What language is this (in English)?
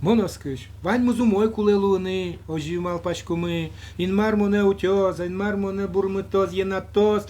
Udmurt